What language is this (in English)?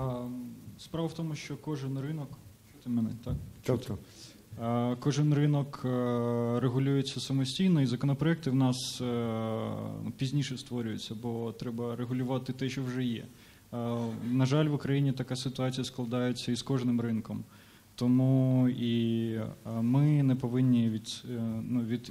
Ukrainian